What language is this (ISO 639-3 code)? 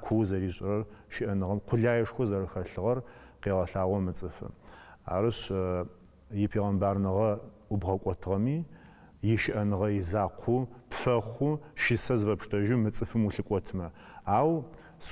ady